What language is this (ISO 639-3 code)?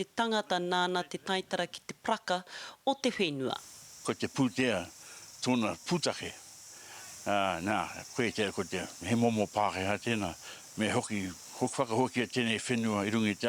mri